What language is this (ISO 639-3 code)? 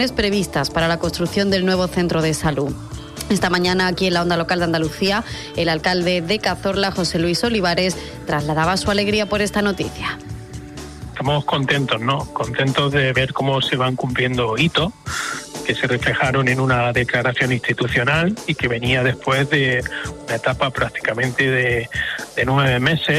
spa